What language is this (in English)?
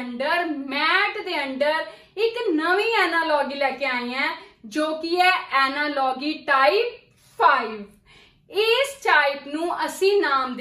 Punjabi